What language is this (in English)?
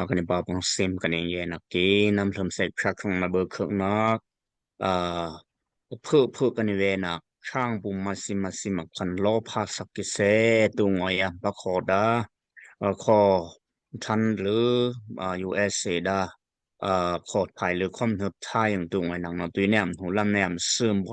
Daai Chin